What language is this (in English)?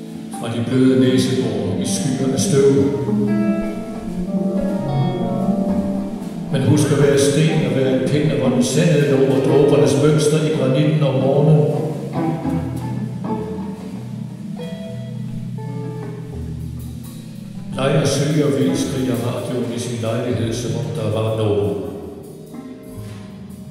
Danish